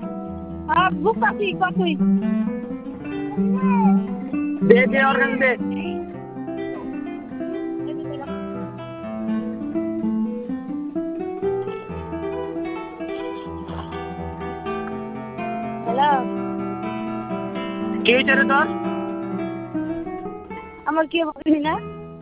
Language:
Bangla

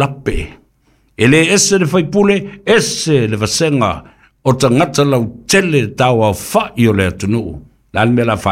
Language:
Samoan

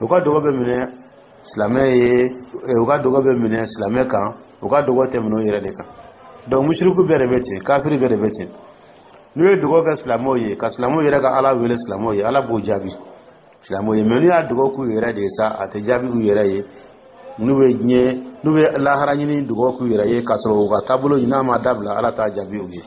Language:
Dyula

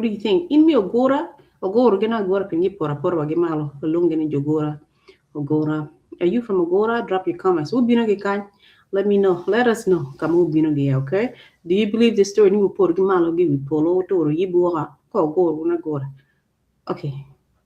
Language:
Acoli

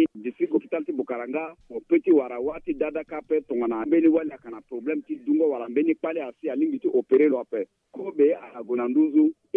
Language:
Sango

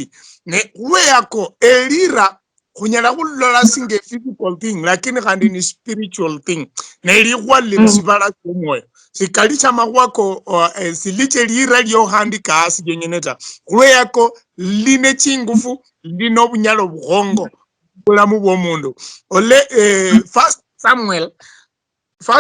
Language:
Luyia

